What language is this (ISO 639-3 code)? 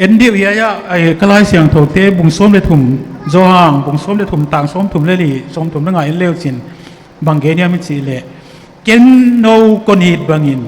ctd